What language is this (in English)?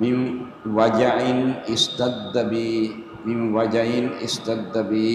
Divehi